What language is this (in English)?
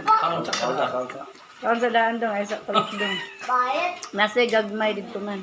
Cebuano